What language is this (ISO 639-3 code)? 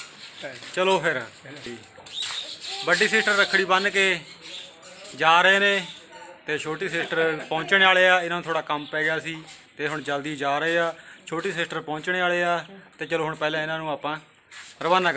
pan